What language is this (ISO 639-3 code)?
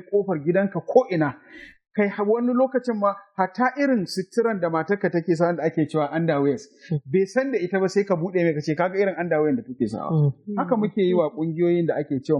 hau